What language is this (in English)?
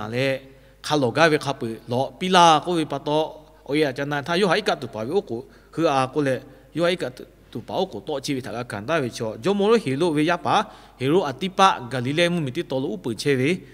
Lahu